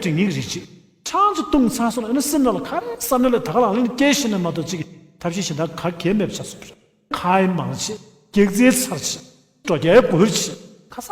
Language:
Tibetan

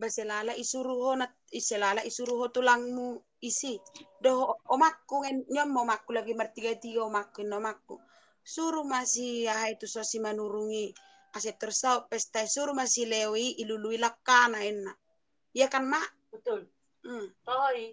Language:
Batak Toba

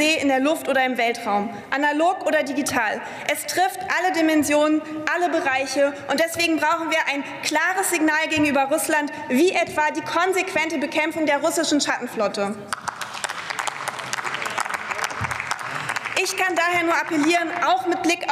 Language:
German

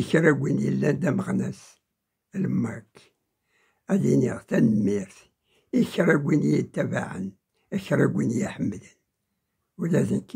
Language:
Kabyle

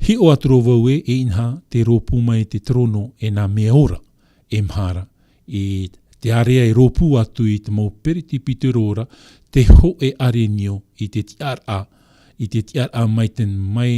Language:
Tahitian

